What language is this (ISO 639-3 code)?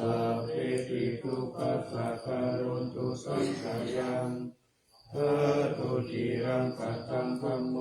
pli